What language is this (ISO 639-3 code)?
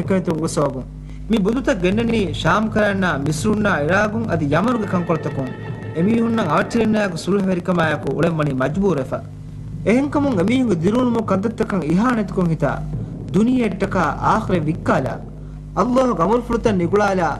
div